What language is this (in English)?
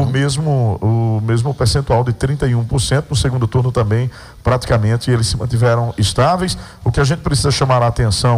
Portuguese